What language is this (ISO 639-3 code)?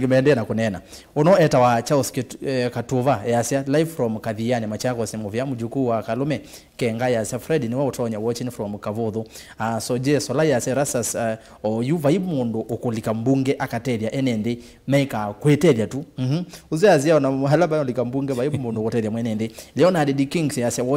kam